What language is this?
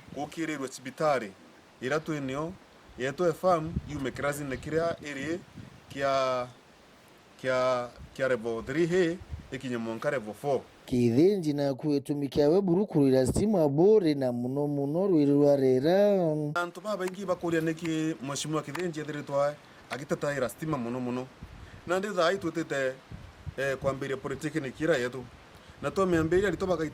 Meru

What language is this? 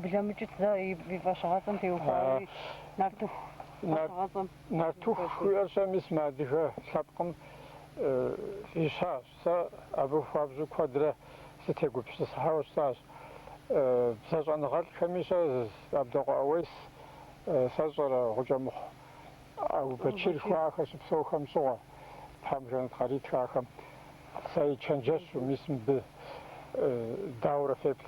Kabardian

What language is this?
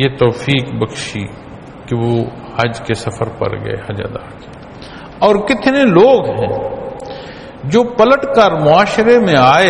Urdu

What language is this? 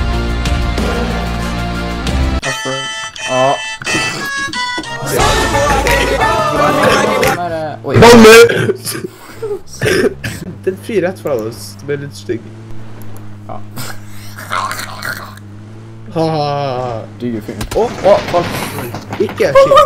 Norwegian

